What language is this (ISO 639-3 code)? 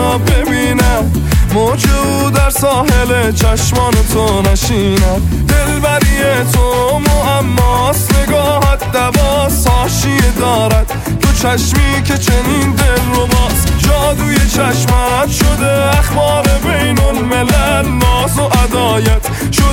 fas